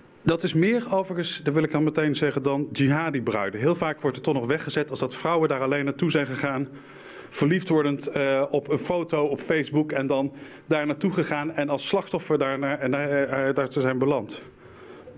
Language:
Dutch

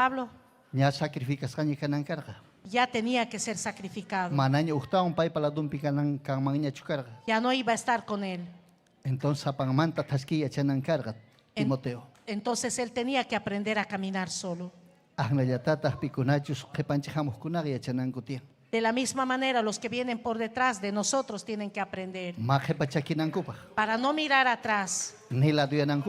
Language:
Ayacucho Quechua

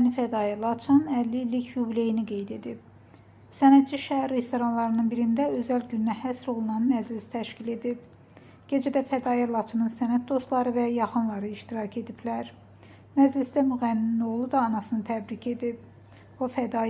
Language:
Azerbaijani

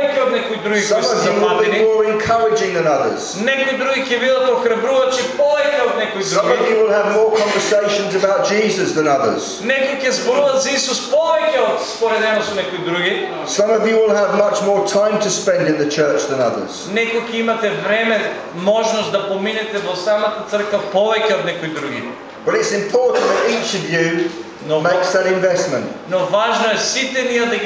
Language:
Macedonian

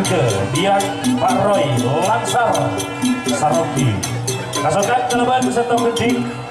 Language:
Madurese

